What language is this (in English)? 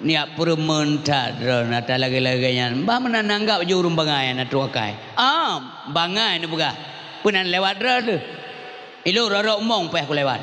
Achinese